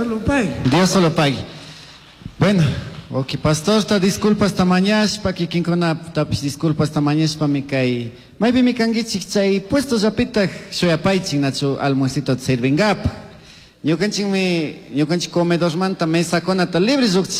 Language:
Chimborazo Highland Quichua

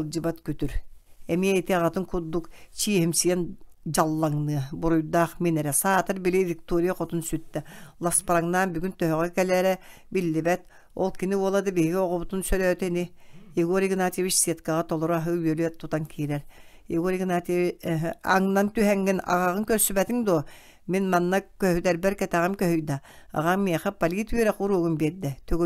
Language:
Yakut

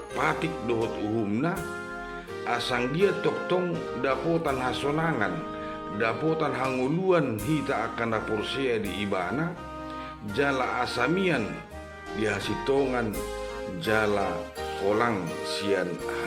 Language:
Batak Toba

